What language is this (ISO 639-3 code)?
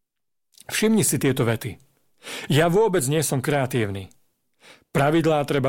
slk